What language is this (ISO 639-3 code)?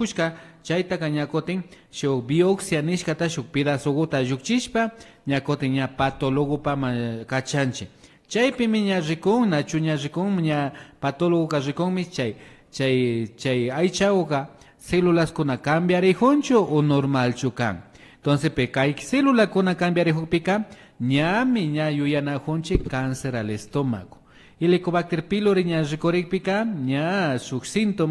qvi